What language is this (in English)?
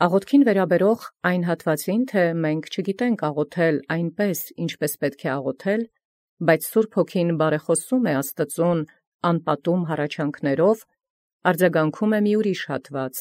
Armenian